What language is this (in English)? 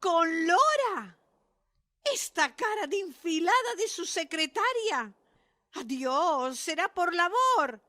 Ladino